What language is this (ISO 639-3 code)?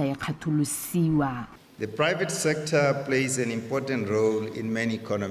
tsn